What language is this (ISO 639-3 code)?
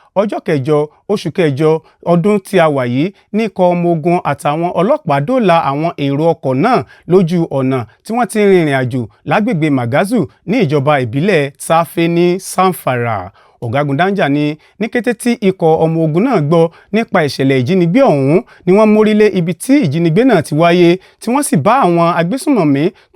yor